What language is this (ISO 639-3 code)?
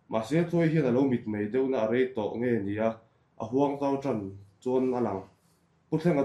lus